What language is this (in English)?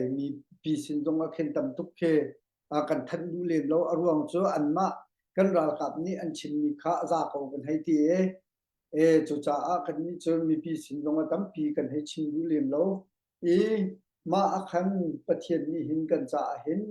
Hakha Chin